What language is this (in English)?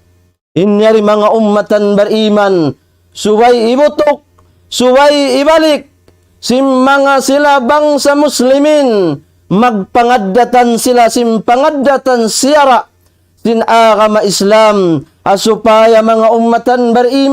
Tausug